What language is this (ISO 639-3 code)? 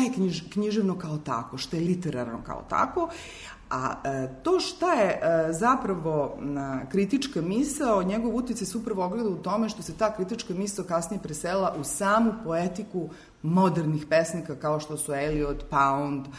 srp